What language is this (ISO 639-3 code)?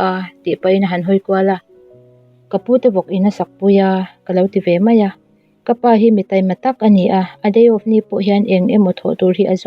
lus